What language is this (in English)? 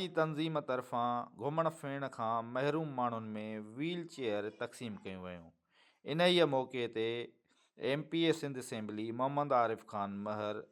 Sindhi